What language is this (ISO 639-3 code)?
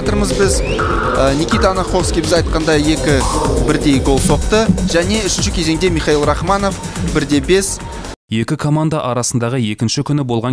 kaz